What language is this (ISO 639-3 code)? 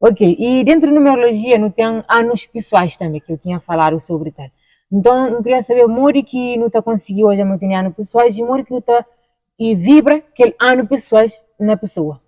kea